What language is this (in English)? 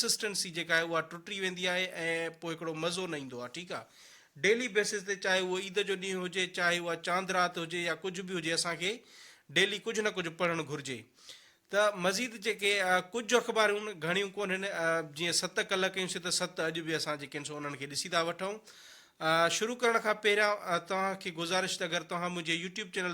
Sindhi